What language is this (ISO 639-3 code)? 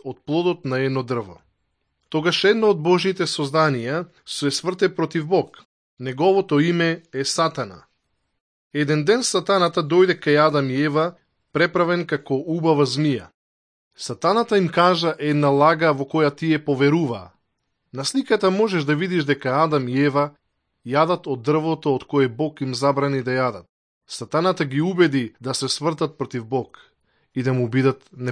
mkd